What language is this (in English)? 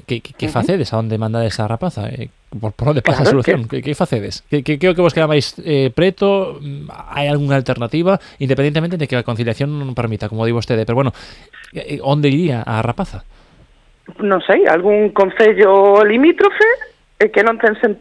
Galician